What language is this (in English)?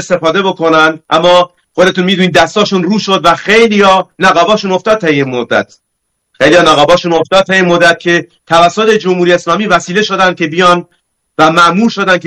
Persian